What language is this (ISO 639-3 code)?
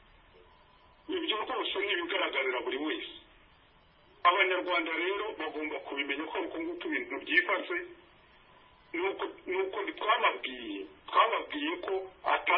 kin